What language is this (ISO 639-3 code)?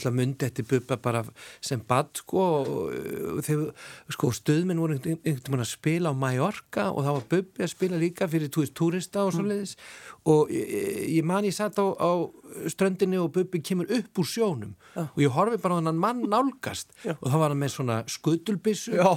isl